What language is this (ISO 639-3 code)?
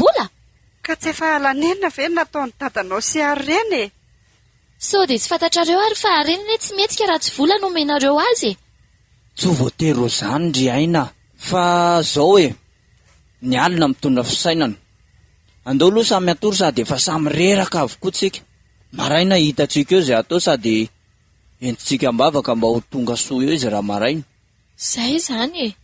mlg